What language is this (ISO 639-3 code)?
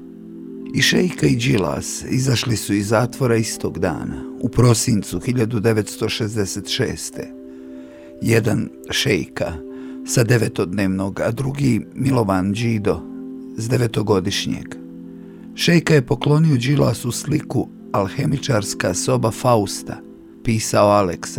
bos